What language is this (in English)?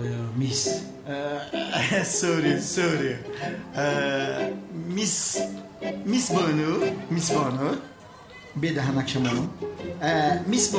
Tajik